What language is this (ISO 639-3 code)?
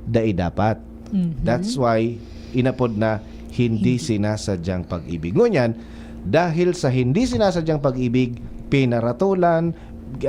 bik